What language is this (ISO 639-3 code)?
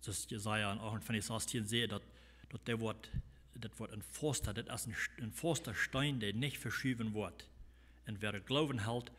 pdt